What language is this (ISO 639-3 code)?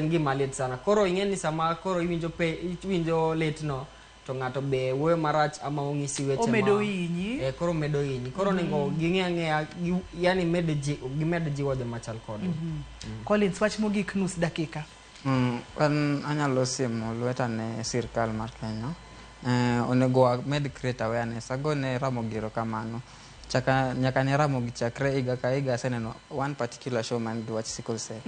luo